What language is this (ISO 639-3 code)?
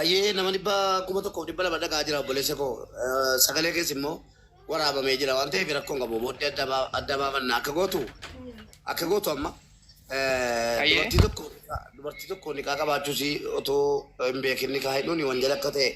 orm